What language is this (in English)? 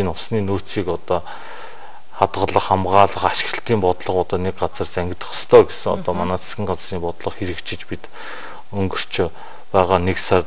Mongolian